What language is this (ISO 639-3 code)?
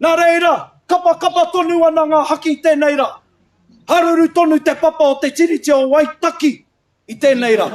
mri